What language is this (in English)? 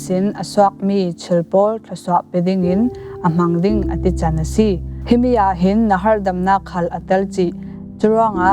Falam Chin